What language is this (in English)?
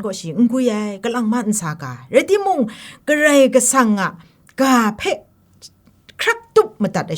Kachin